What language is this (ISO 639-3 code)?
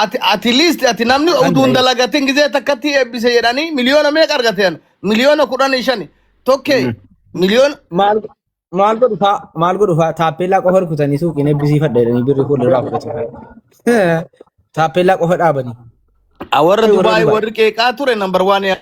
orm